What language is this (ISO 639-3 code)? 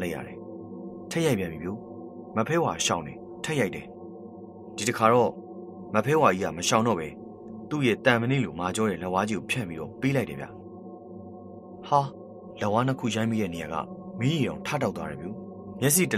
mya